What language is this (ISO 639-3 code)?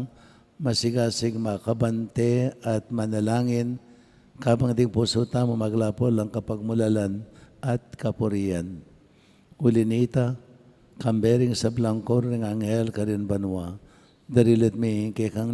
pam